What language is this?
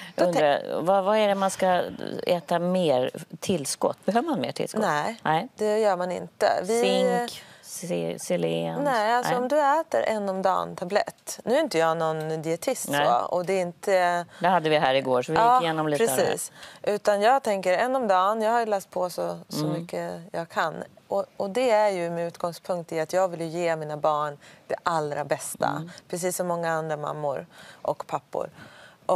Swedish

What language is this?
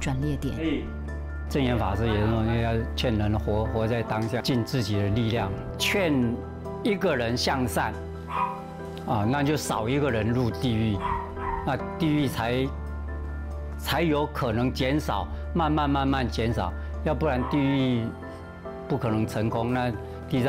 Chinese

